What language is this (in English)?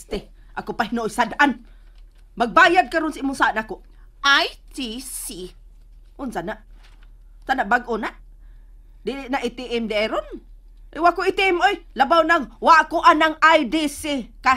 Cebuano